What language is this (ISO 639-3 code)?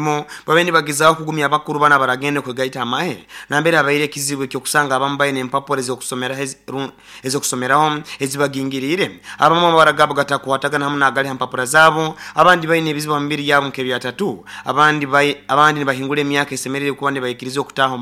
nyo